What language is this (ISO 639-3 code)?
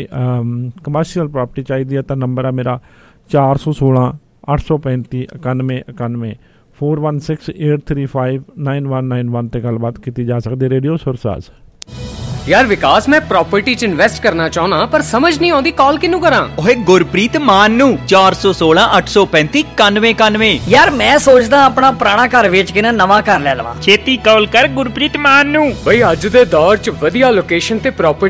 pan